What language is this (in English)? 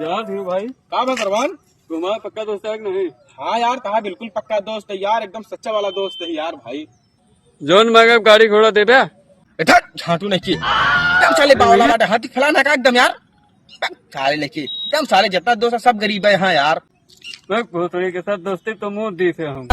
Awadhi